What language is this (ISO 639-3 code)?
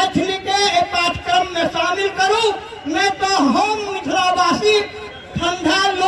mai